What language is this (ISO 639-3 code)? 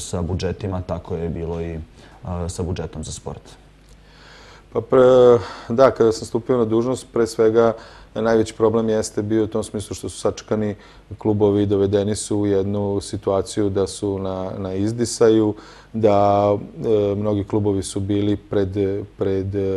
srp